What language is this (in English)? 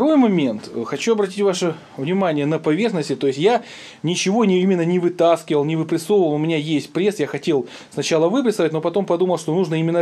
Russian